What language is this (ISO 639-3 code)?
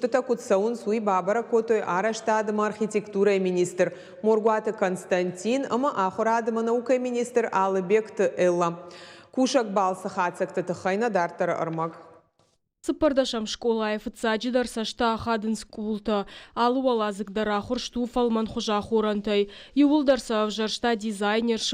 oss